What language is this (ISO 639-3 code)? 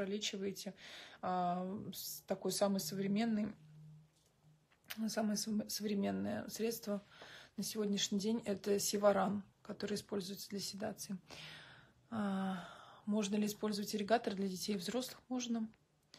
rus